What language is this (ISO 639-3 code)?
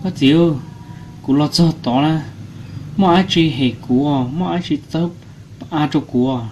hmn